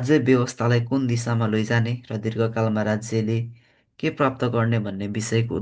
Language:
Nepali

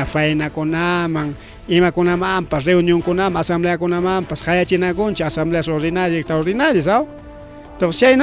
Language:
Ayacucho Quechua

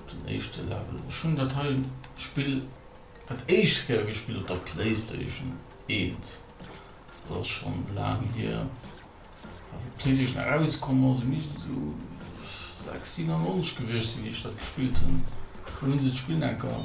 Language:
Luxembourgish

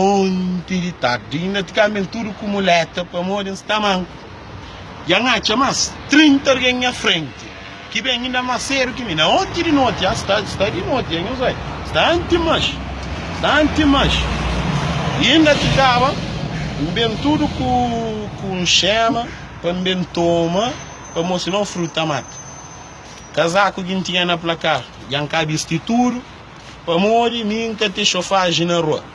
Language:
Kabuverdianu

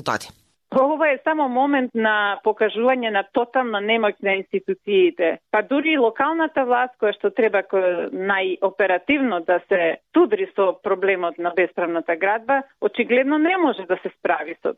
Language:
Macedonian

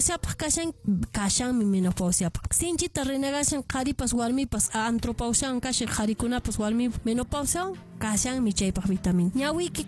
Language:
Quechua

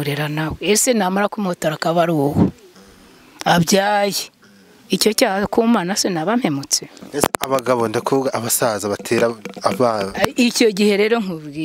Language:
Kinyarwanda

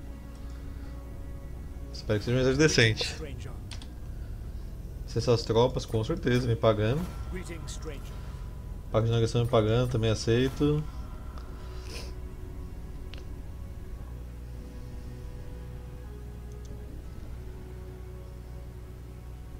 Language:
Portuguese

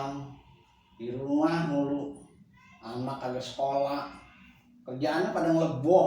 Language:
Betawi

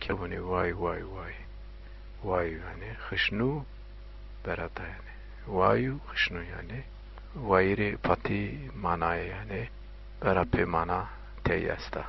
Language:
Zaza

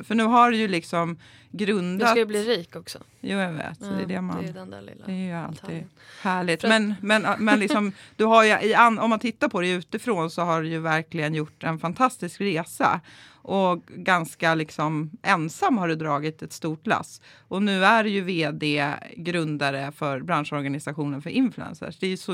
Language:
Swedish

